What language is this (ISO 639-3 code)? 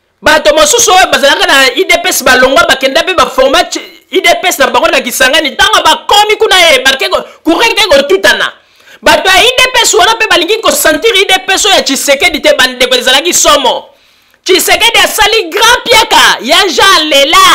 lin